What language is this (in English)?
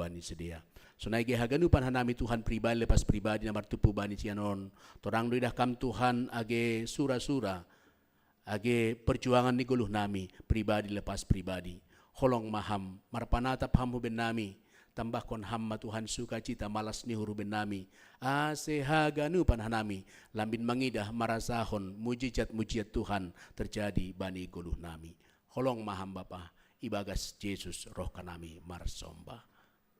Batak Simalungun